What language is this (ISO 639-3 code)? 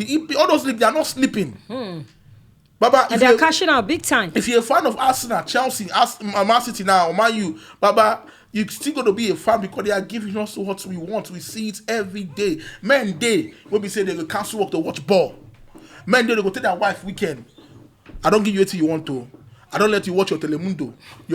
pcm